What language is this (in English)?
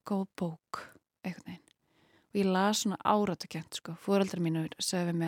Icelandic